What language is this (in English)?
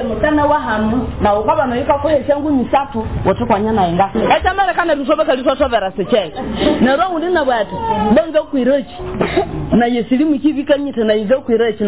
Nyoro